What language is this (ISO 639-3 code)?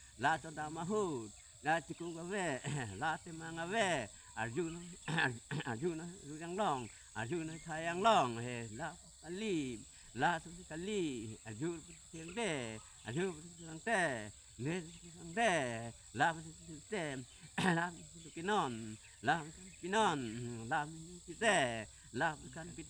mjw